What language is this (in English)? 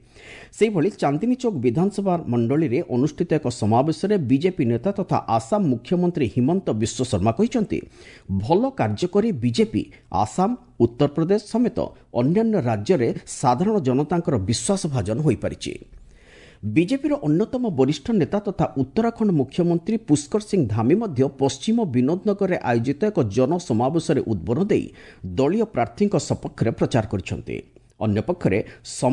Odia